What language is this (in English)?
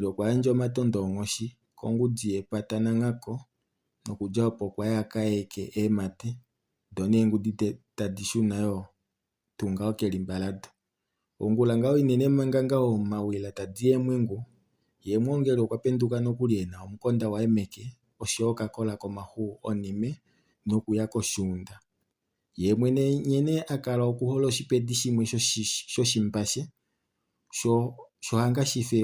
Kuanyama